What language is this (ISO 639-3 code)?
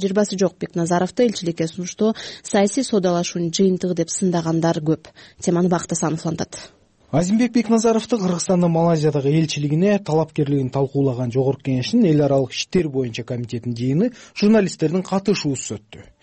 kir